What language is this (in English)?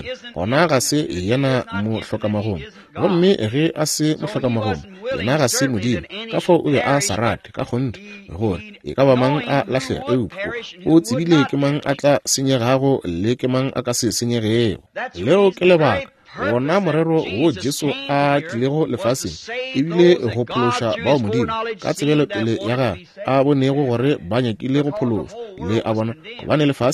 Northern Sotho